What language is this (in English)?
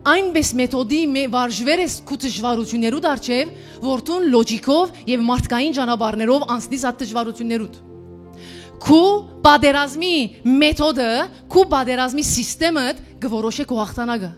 Western Armenian